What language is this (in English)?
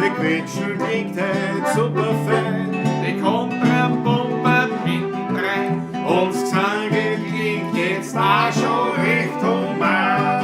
Bavarian